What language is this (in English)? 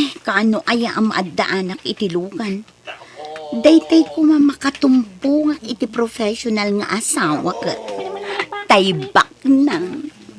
Iloko